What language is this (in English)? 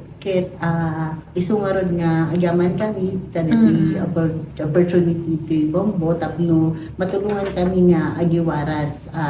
Iloko